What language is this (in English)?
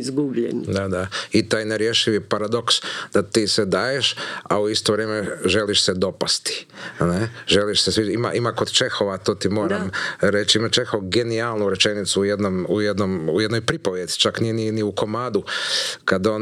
Croatian